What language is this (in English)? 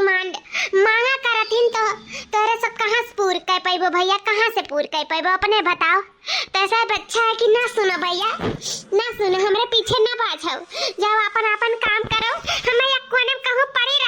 Awadhi